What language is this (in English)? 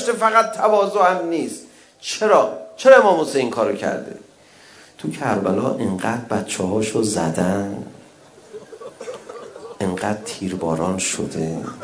Persian